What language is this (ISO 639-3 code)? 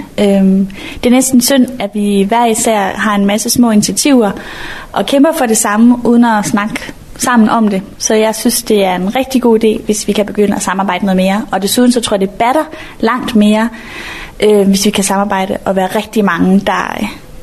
dan